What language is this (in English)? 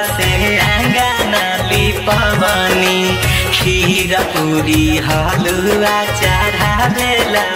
Bhojpuri